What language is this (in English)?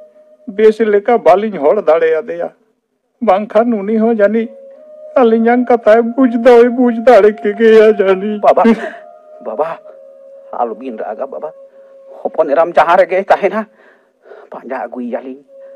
Santali